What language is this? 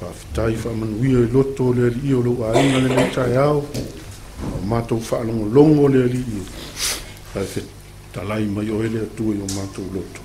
Samoan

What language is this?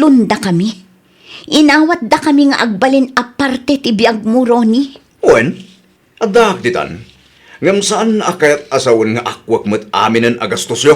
Iloko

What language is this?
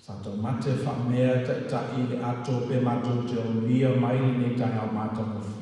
Samoan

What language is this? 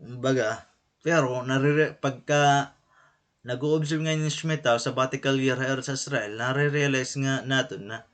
Waray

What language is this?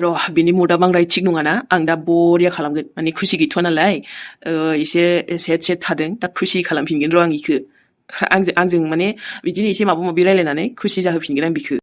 Bodo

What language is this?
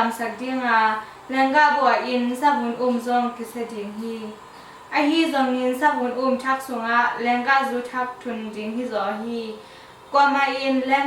Tedim Chin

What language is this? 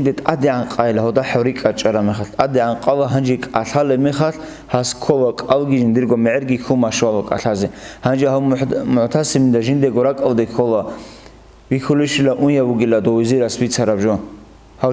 Avaric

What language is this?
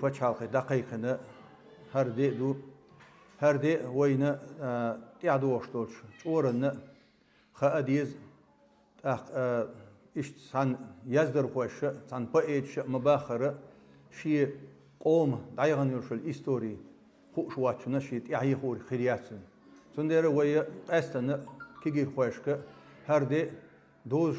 Chechen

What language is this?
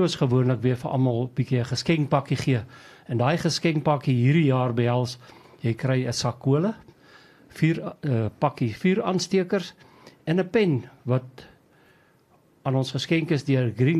Afrikaans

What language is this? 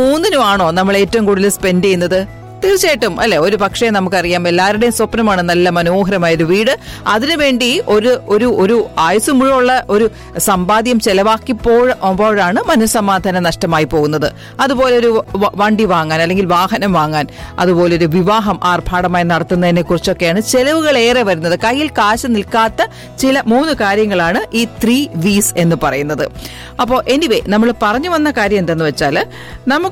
Malayalam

